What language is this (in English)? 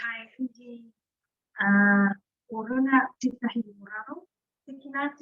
Māori